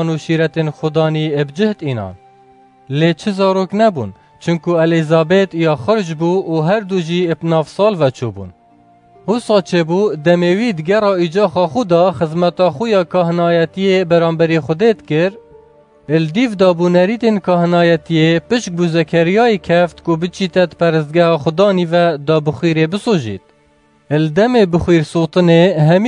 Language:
Kurdish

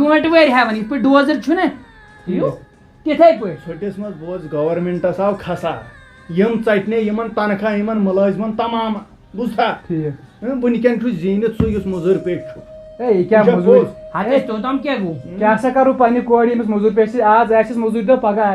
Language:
Kashmiri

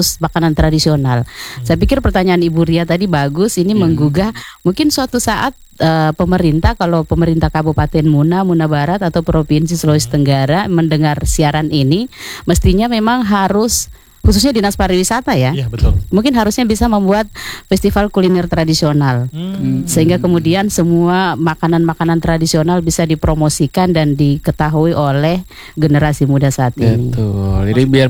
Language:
Indonesian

